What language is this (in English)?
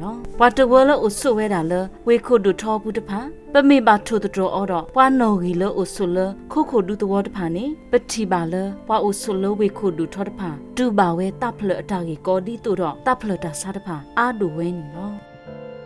S'gaw Karen